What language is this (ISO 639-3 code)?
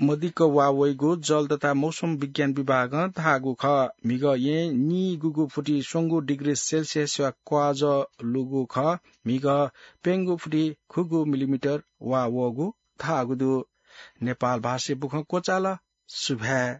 new